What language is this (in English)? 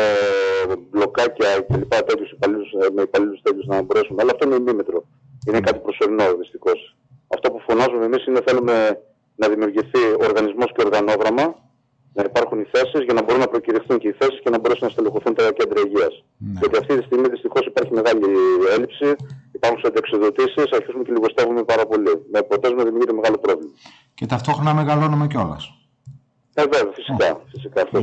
Greek